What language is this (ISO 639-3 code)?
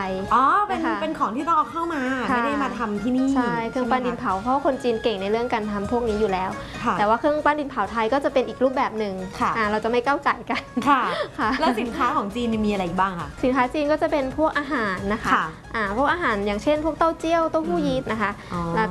tha